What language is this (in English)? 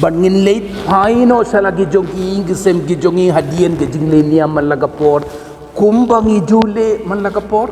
Khasi